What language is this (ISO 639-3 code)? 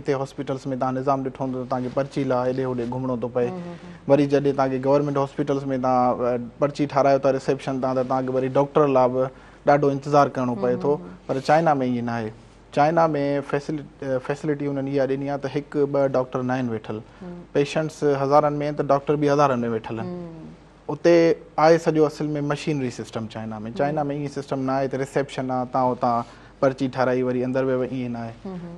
snd